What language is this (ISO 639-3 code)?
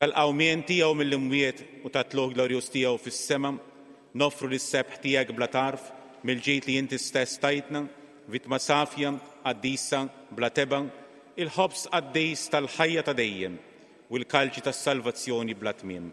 mlt